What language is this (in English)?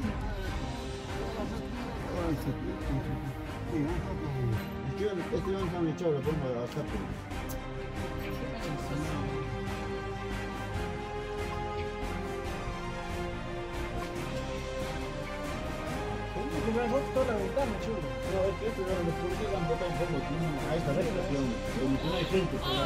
Spanish